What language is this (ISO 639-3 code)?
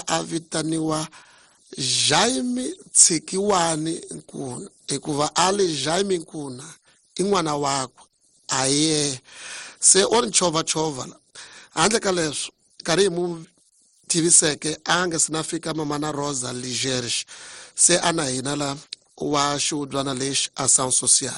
tso